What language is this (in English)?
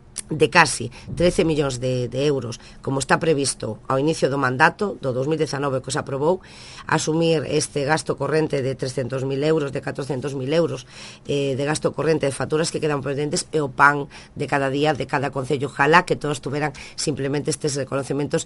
Galician